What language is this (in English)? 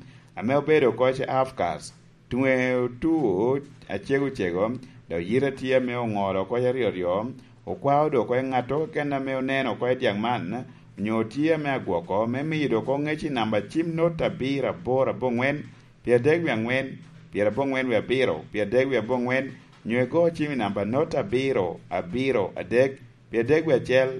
Lango (Uganda)